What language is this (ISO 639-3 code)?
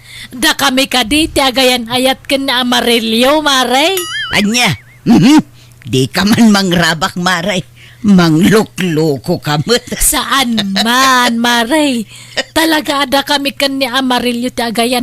ilo